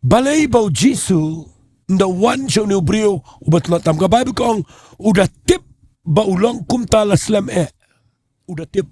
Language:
Khasi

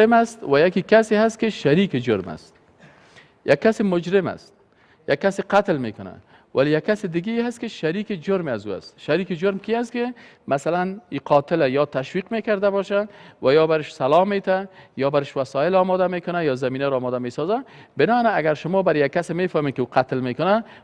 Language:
Persian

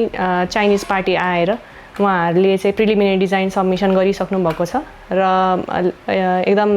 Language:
Nepali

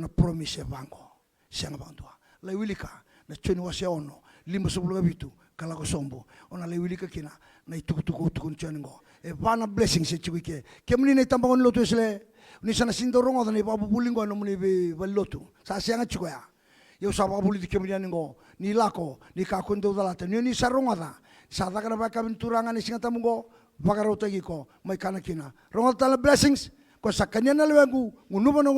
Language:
Fijian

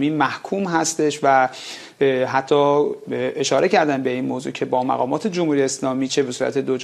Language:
Persian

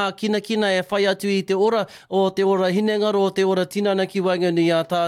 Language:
Māori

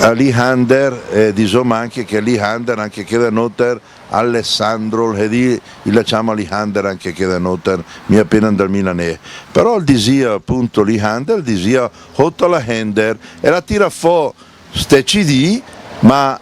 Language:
Lombard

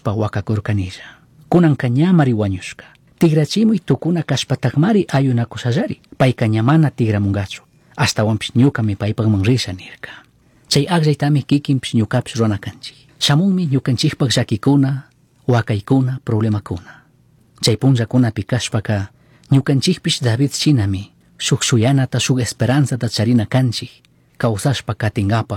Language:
Chimborazo Highland Quichua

